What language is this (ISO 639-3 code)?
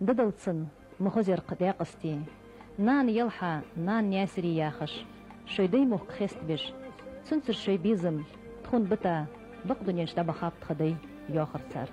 inh